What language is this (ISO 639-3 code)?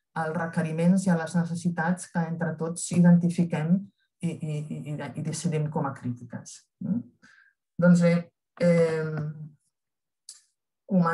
cat